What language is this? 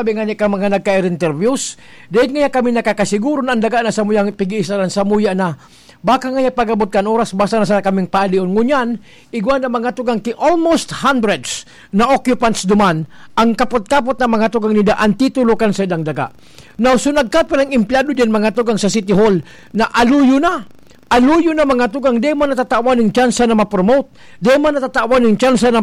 Bikol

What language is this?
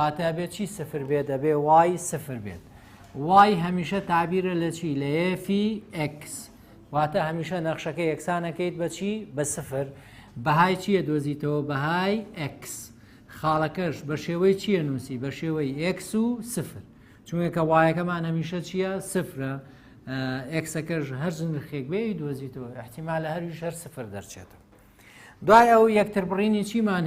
Central Kurdish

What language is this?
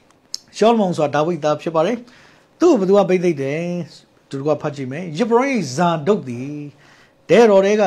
Burmese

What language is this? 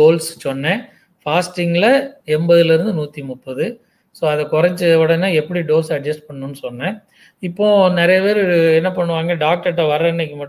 Tamil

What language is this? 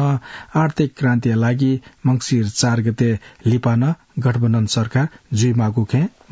Newari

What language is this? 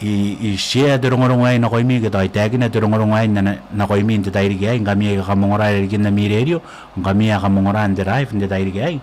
Gilbertese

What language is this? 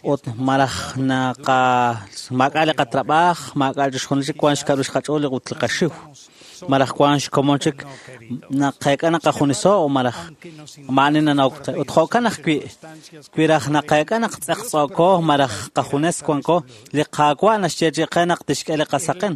Kekchí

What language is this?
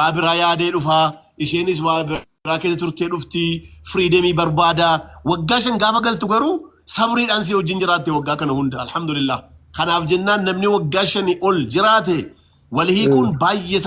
Oromo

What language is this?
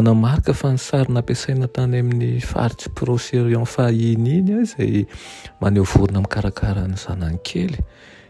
Malagasy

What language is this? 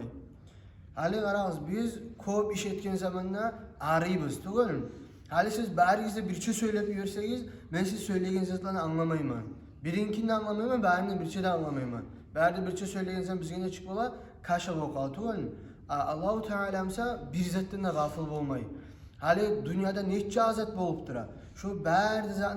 Kumyk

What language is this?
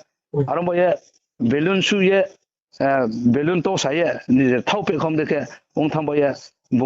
Riang (India)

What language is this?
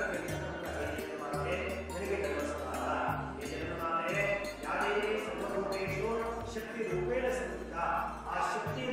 Kannada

